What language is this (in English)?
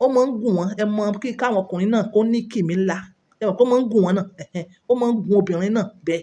Yoruba